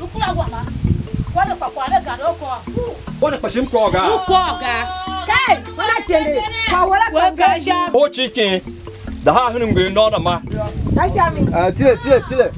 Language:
Tiv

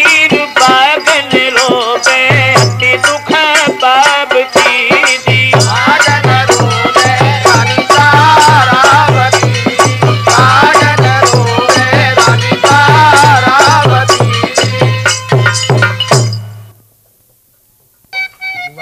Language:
Hindi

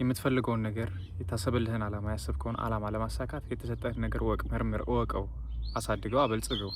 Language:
Amharic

